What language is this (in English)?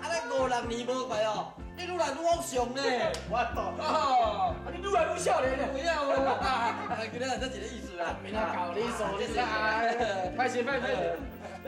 Min Nan Chinese